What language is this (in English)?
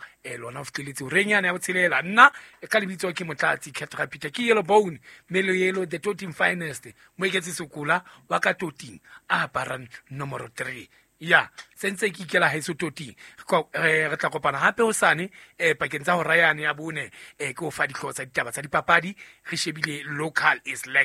Southern Sotho